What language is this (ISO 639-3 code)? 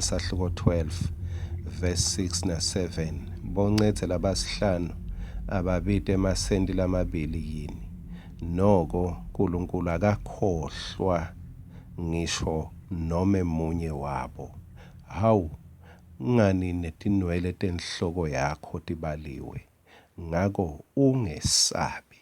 ssw